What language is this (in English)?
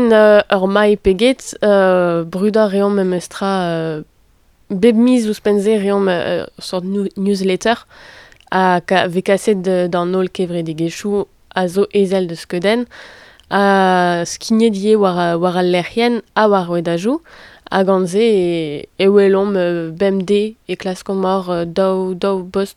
Breton